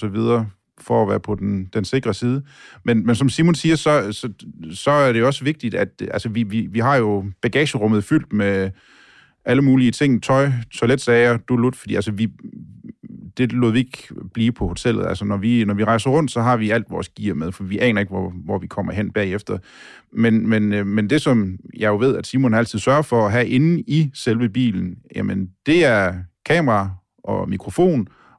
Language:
Danish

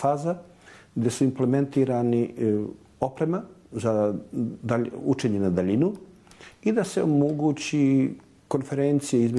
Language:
Serbian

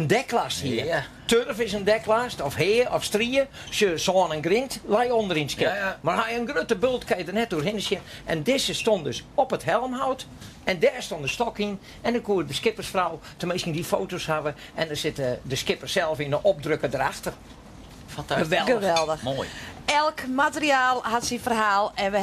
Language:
Western Frisian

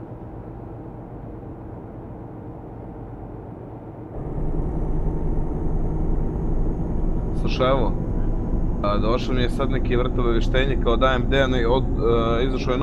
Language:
Croatian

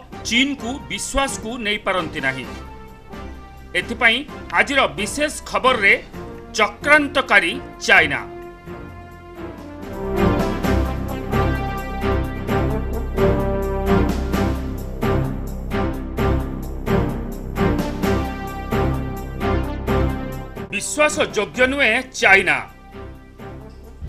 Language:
Odia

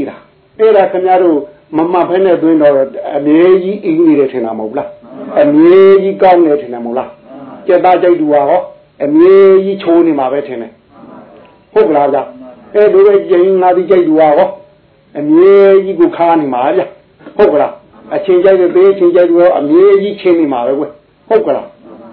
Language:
Burmese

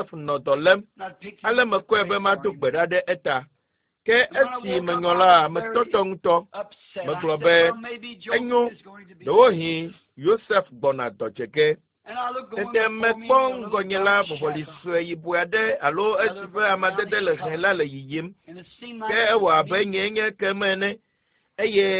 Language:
Ewe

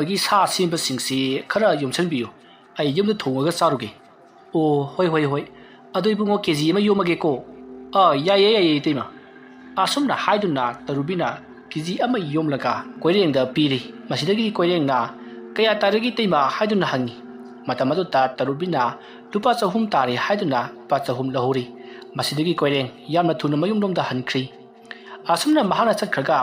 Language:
Manipuri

